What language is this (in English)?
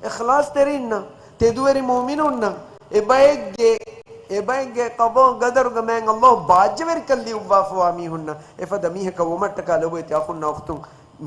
Divehi